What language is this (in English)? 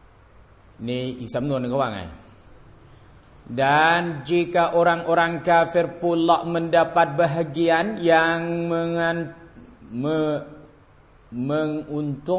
Thai